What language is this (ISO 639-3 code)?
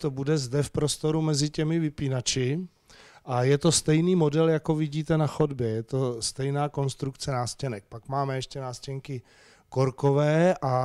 ces